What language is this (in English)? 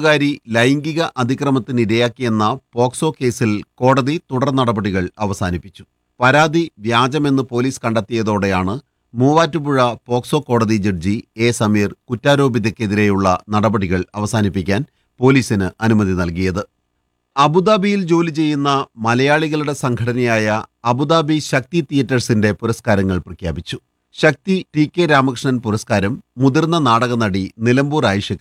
Malayalam